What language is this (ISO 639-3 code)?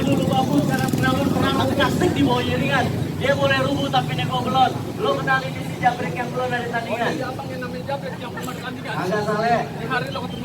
bew